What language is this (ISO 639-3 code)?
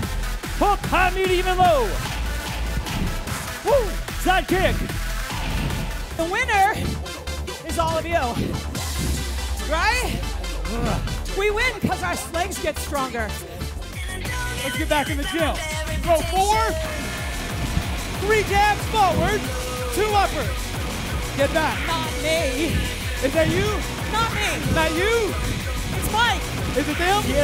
eng